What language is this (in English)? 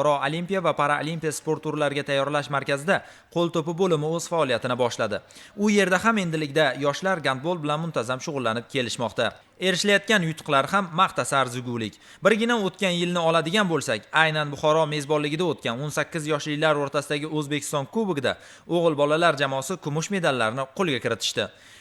Uzbek